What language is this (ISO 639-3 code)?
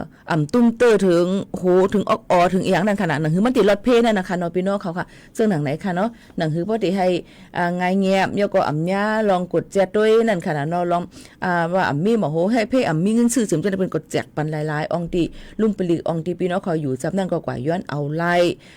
shn